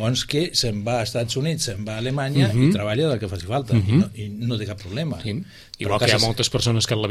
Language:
Catalan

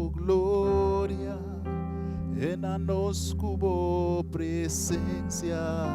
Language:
Papiamento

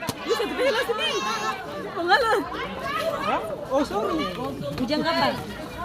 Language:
Ambonese Malay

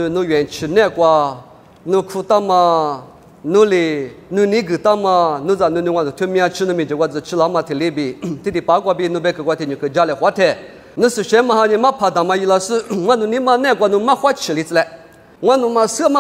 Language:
Lisu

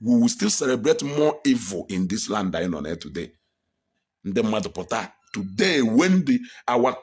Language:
Igbo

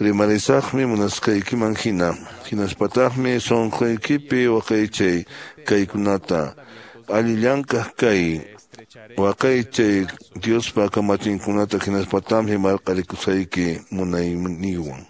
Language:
Quechua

